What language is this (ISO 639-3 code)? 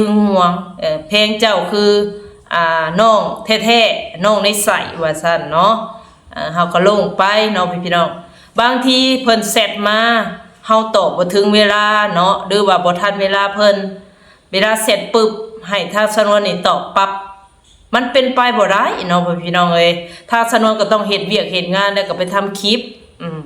lao